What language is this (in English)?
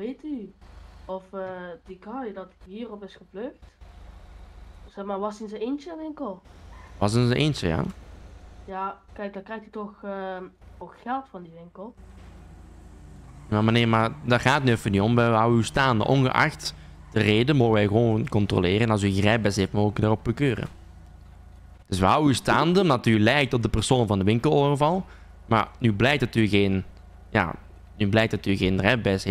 Dutch